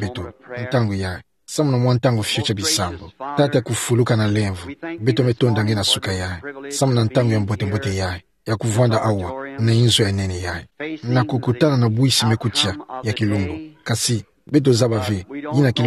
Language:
Kituba (Democratic Republic of Congo)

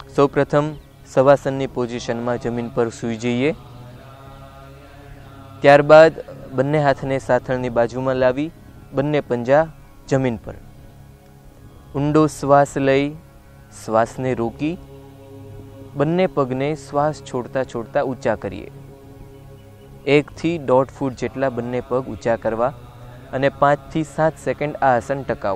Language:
Gujarati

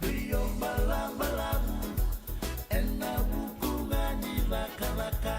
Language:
Fijian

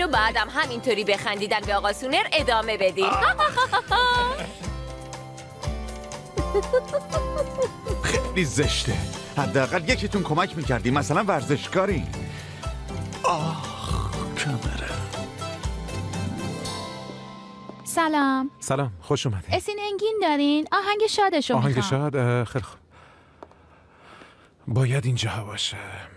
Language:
Persian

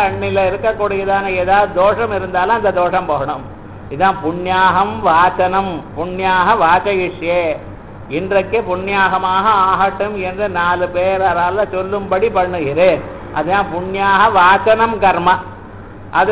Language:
Tamil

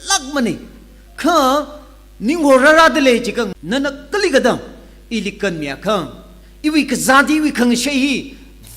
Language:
Tangkhul Naga (India)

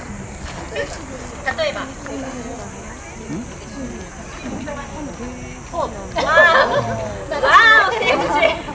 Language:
Japanese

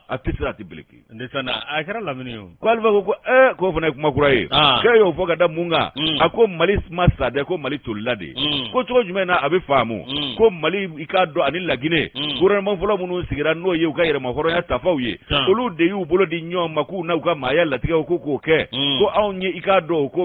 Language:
Bambara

